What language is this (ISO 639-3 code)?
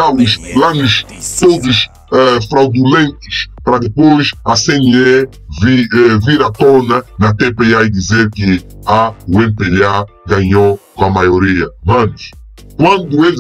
por